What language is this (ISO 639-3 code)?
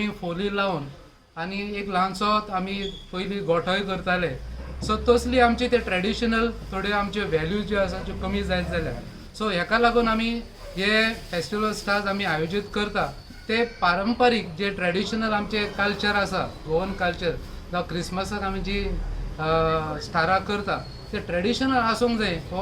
kok